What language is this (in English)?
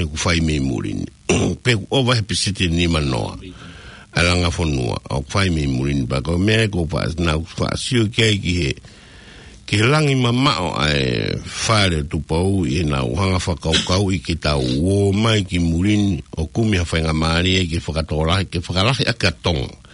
Tongan